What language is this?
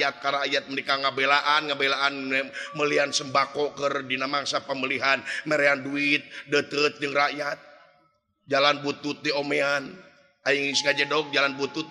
Sundanese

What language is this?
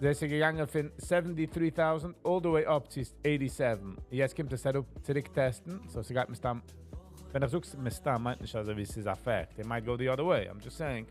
Yiddish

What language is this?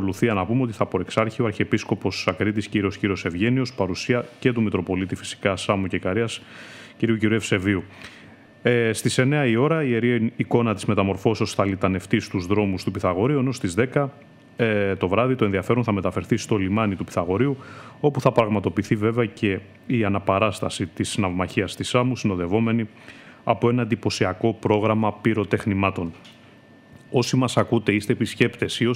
Greek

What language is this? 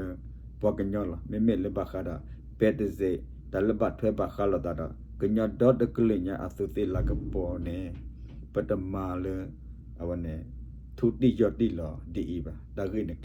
S'gaw Karen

